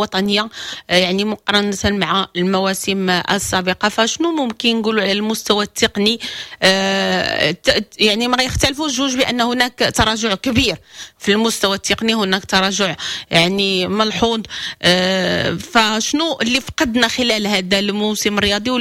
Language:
Moroccan Arabic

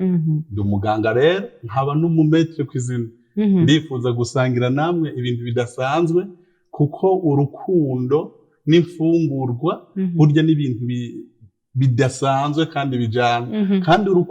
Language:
Rundi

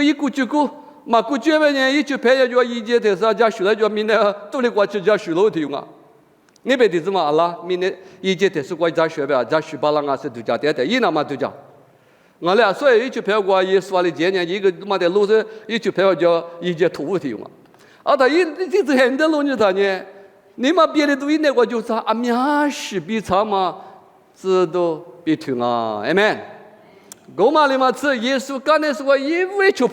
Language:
Lisu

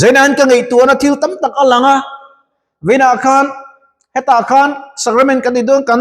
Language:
Mizo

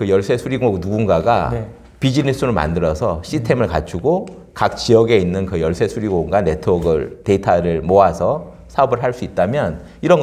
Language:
Korean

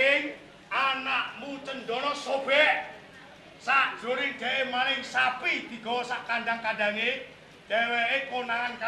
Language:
Javanese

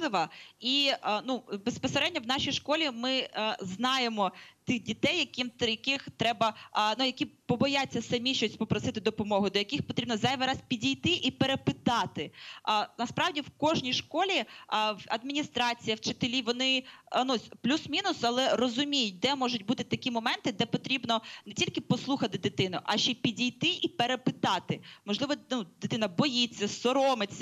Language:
Ukrainian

